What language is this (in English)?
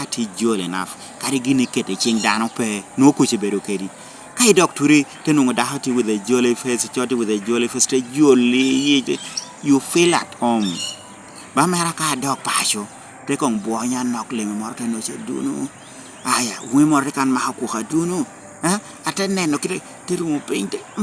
Lango (Uganda)